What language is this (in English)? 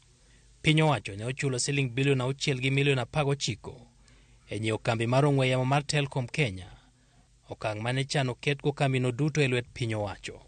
Luo (Kenya and Tanzania)